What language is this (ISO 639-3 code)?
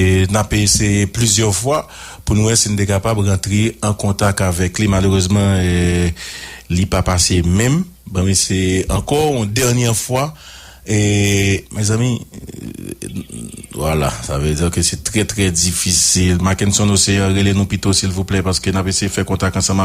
hat